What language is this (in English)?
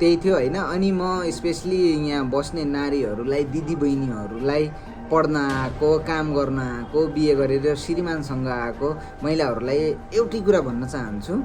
Nepali